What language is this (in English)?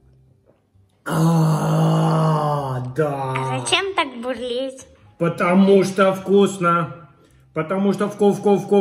Russian